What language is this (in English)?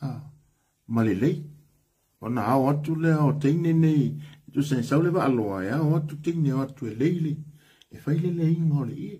Samoan